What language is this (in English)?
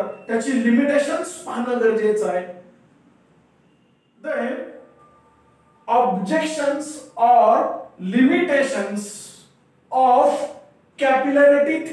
Marathi